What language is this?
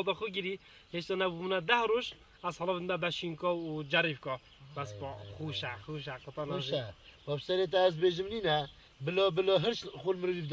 Kurdish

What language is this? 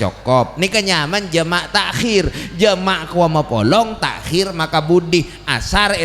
Madurese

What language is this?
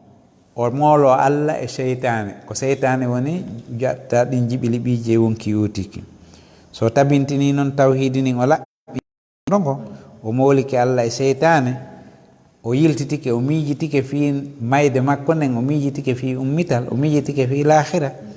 Fula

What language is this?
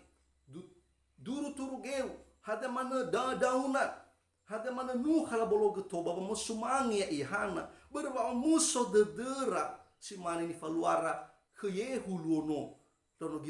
Nias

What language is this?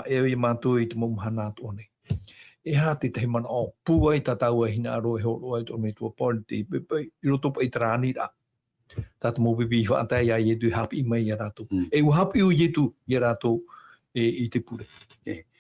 Tahitian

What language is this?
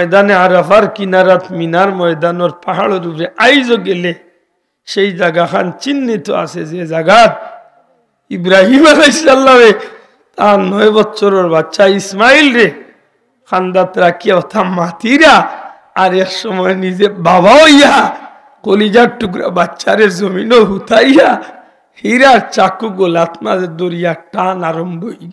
Sylheti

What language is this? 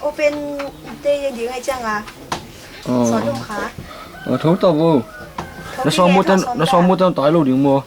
Tedim Chin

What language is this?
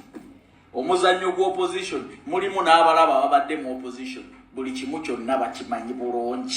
Ganda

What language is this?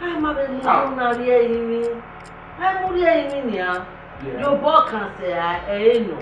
Bini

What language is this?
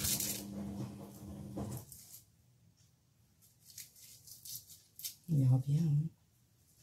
French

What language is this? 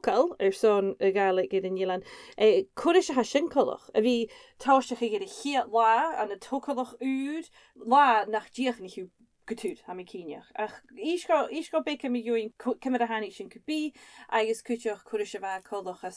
Scottish Gaelic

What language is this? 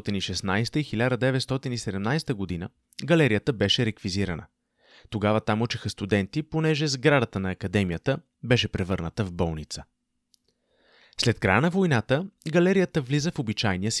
Bulgarian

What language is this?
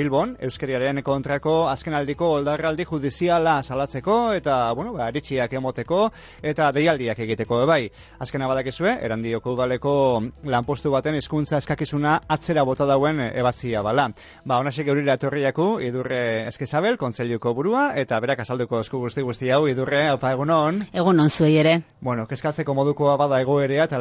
Basque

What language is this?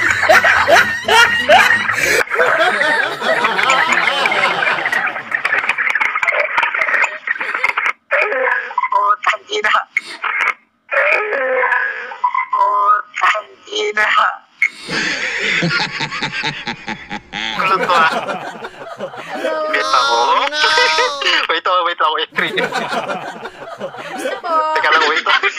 Filipino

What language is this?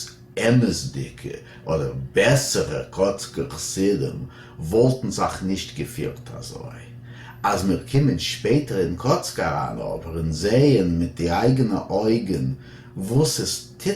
Yiddish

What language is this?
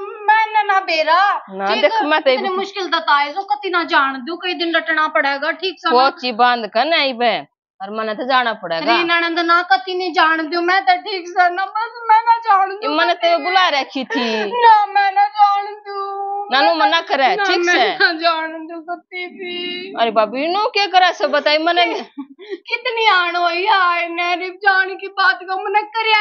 Haryanvi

